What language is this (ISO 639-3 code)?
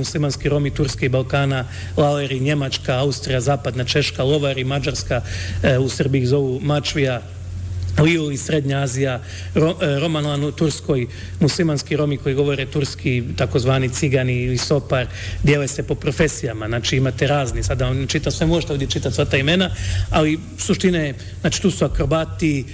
bos